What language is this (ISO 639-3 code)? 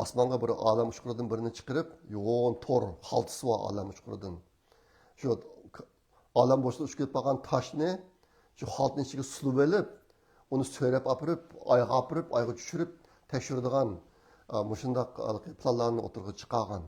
uig